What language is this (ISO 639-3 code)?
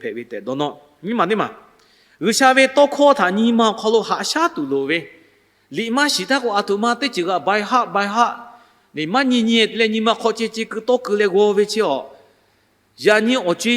lhu